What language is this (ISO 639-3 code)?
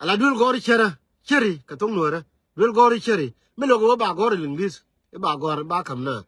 nus